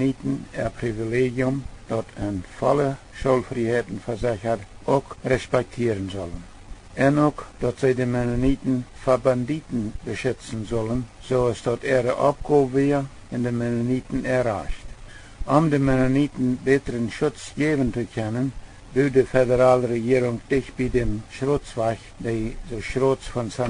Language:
Plautdietsch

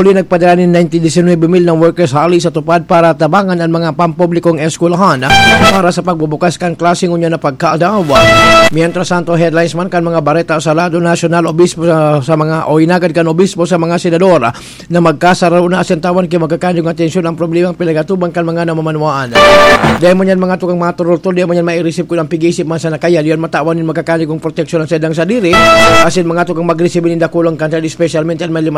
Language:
Bikol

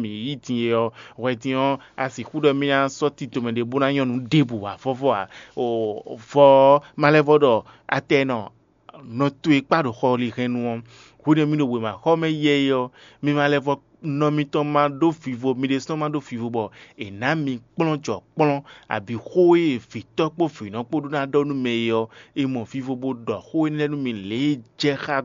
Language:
Fon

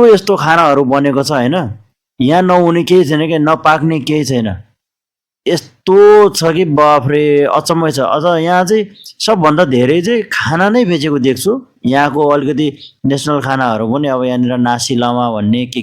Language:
Nepali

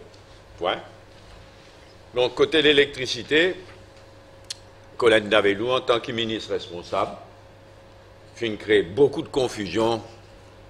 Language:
French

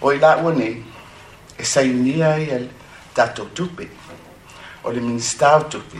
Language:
Samoan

